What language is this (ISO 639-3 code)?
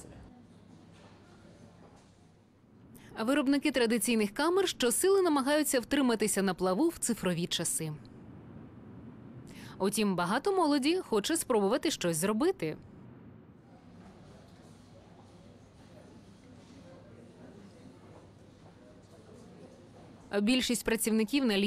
ukr